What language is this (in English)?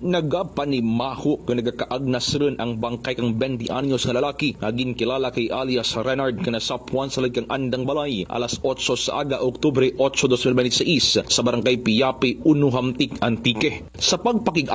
Kinaray-a